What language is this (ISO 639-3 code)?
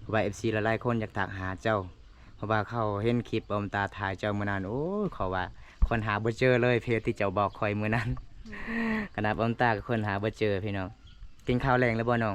lao